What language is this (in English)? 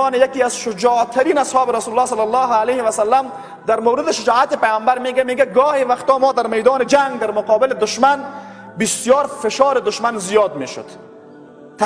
Persian